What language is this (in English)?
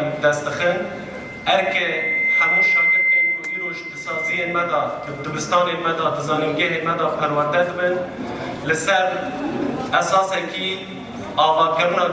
Kurdish